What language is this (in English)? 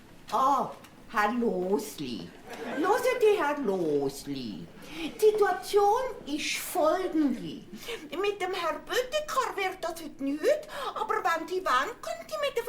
Swiss German